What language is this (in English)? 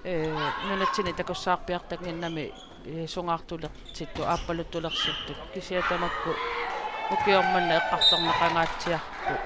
Kalaallisut